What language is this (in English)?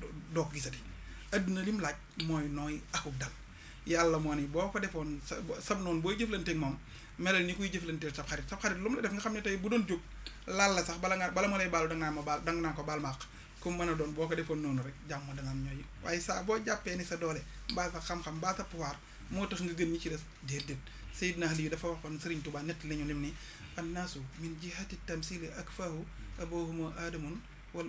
Wolof